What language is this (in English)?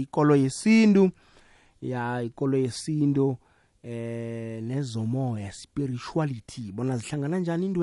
South Ndebele